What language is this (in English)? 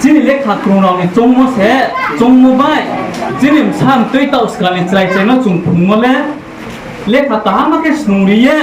Riang (India)